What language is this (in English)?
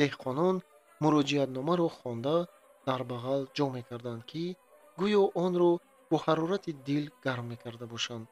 Tajik